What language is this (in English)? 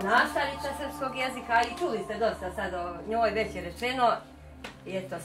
Serbian